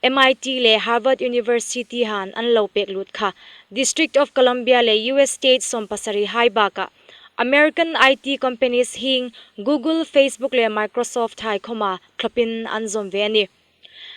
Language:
Hmar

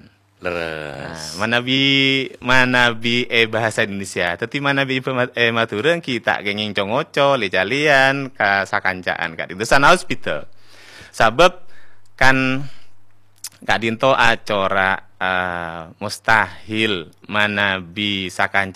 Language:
Madurese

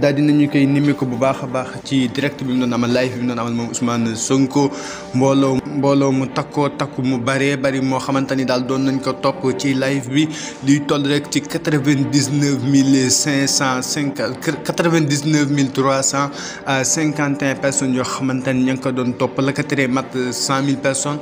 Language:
Wolof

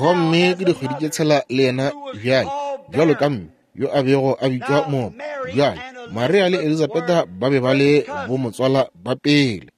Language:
Northern Sotho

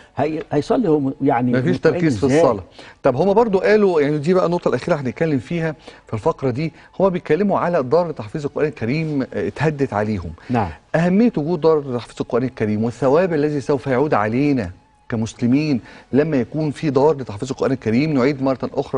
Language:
Egyptian Arabic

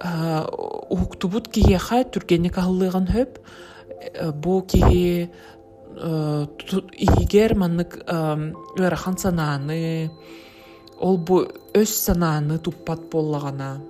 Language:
Yakut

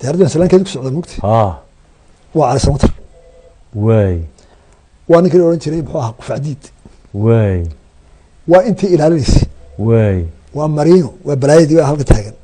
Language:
Somali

